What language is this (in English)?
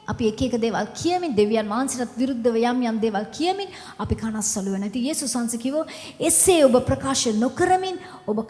Sinhala